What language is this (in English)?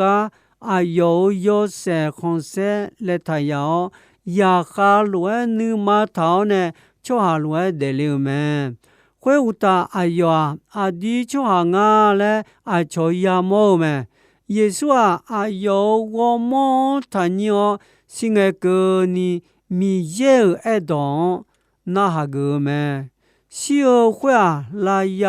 Akha